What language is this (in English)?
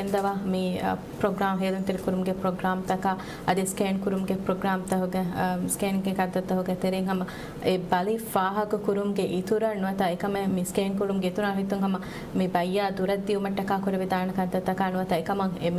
Divehi